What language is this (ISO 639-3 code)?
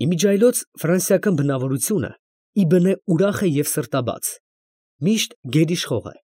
hye